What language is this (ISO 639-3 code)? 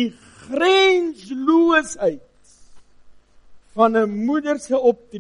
afr